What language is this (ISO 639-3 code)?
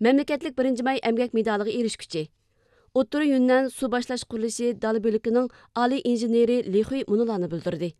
uig